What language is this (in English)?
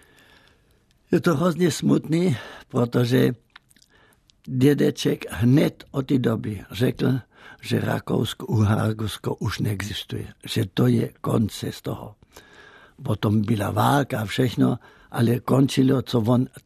Czech